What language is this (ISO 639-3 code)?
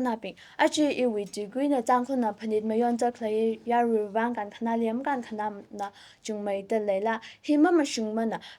nmf